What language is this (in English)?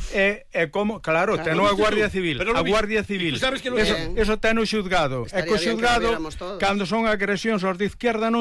Galician